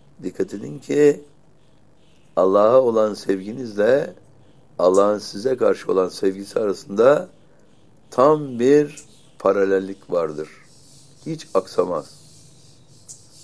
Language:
Turkish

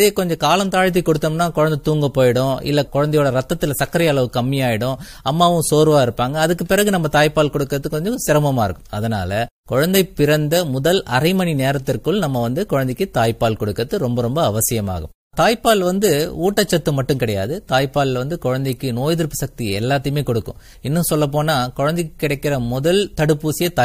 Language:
Tamil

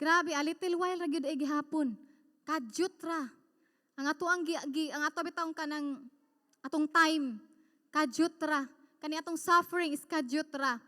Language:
Cebuano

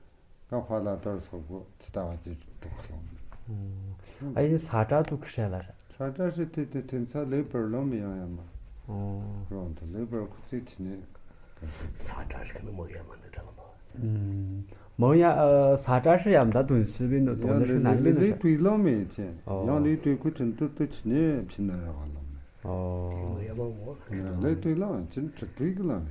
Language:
Tu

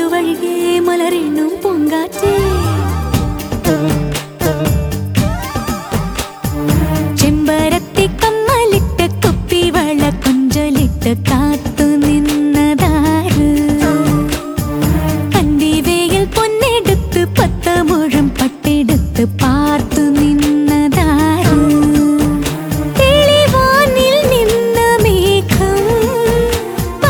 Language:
Malayalam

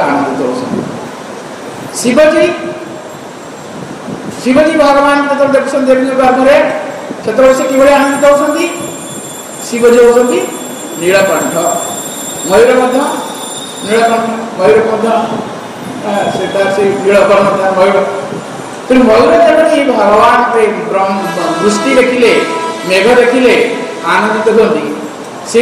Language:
Odia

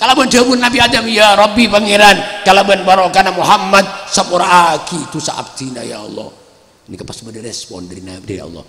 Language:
Madurese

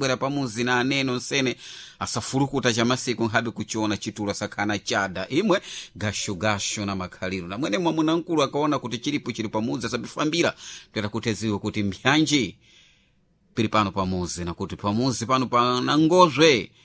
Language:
Sena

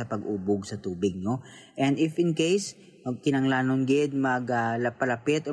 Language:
Hiligaynon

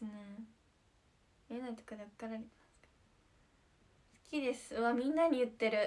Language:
Japanese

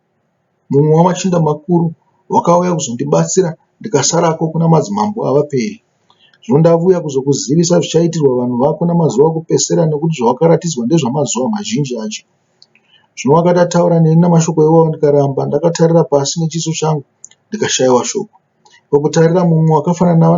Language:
Shona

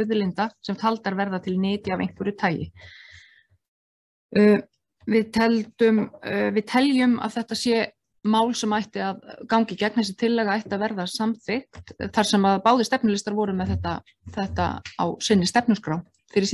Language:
Icelandic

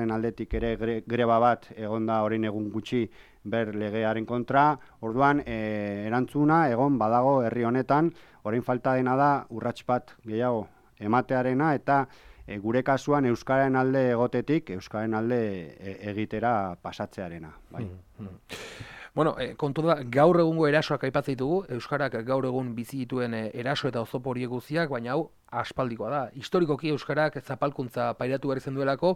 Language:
Basque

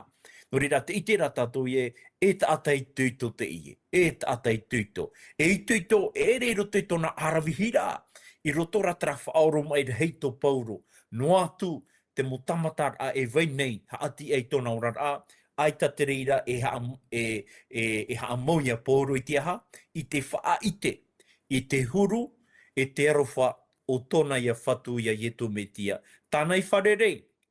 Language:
Tahitian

